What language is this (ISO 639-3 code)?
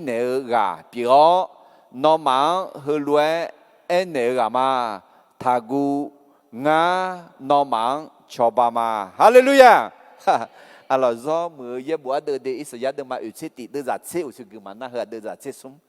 ahk